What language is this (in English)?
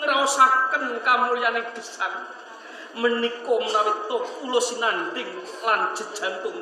Javanese